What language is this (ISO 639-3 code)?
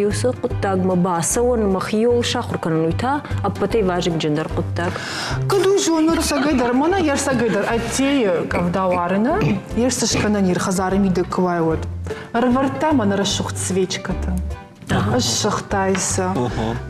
oss